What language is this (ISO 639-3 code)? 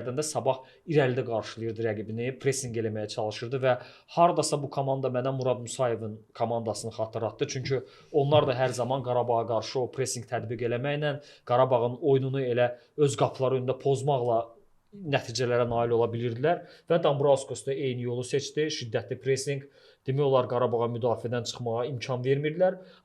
aze